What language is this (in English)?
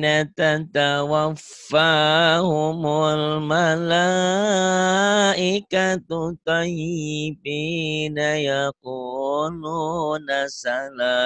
Indonesian